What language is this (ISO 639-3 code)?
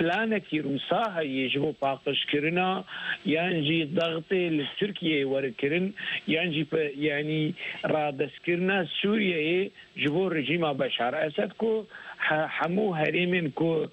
kur